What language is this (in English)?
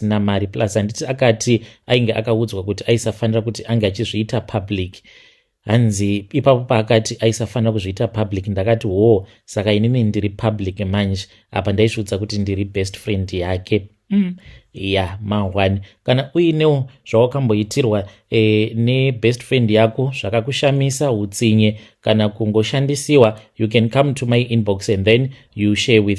Shona